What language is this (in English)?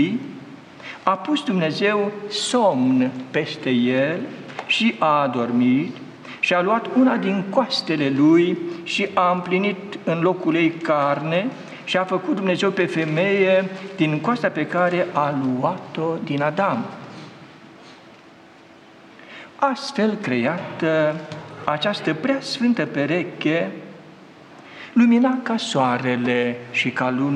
Romanian